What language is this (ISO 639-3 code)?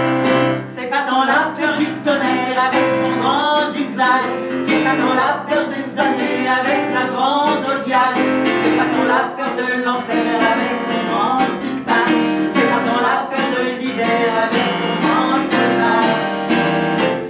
fra